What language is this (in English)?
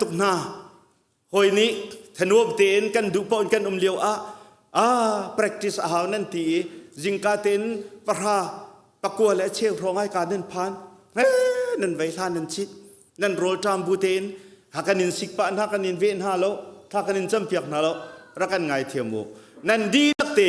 Hakha Chin